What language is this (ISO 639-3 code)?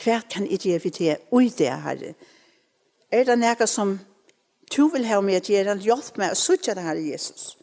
fao